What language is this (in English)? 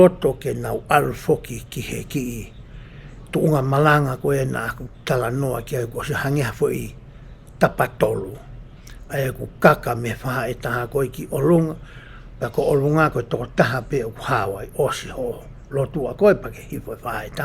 Tongan